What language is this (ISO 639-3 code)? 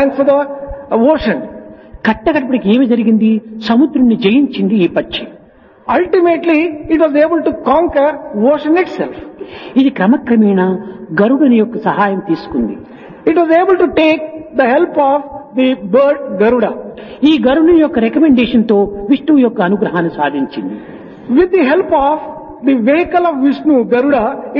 tel